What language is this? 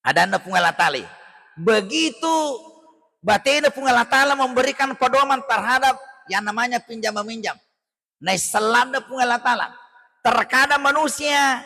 Buginese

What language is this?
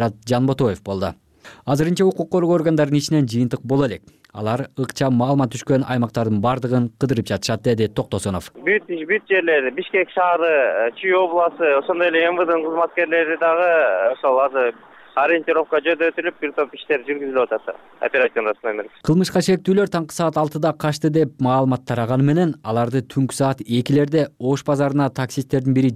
Kyrgyz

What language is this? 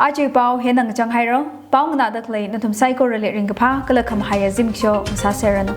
Tangkhul Naga (India)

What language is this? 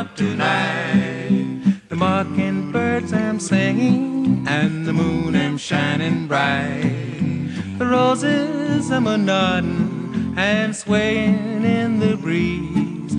English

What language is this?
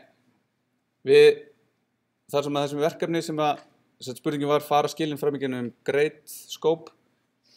Icelandic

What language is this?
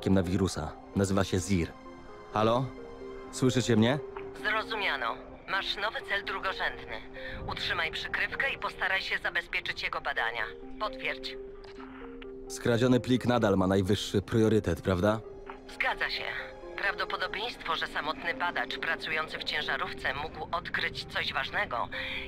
Polish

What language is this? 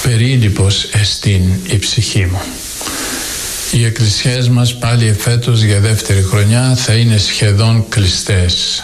Greek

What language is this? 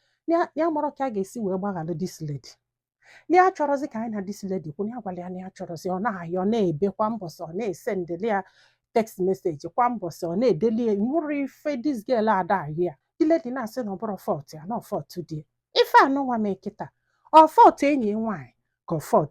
Igbo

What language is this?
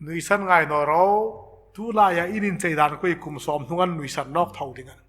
Hmar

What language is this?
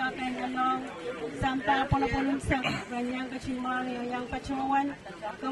Pohnpeian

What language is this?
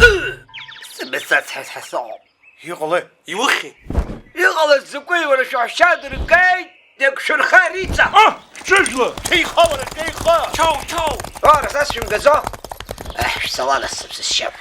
Abkhazian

